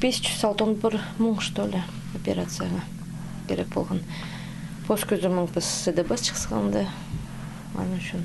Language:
Khakas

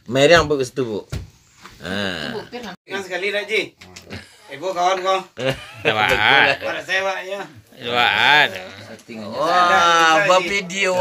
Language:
Minangkabau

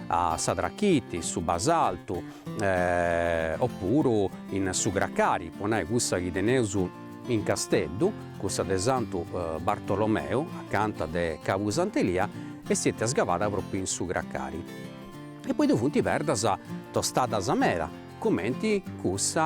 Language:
Sardinian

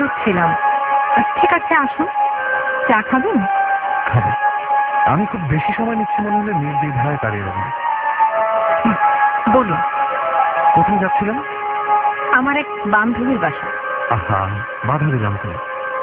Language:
Bangla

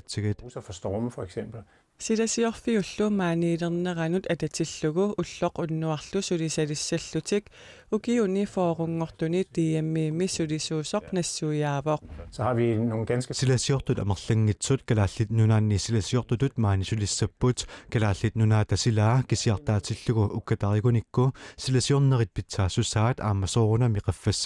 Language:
Kalaallisut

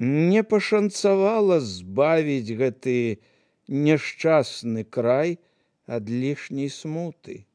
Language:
Belarusian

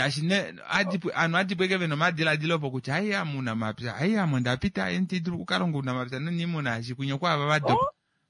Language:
Kuanyama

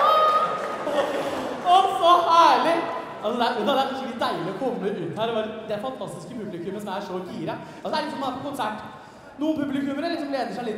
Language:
Norwegian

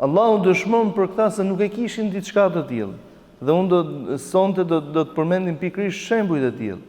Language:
Albanian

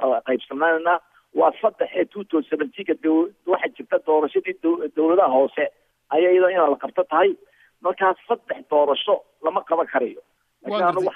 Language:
Somali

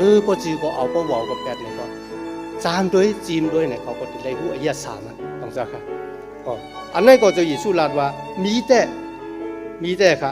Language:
Shan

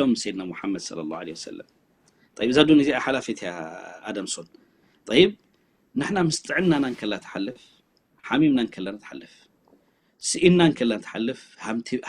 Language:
Tigrinya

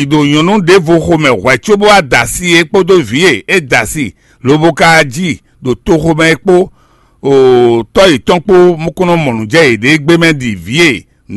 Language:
Fon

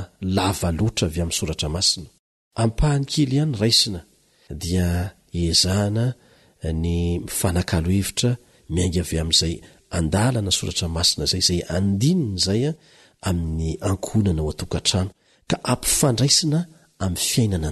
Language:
Malagasy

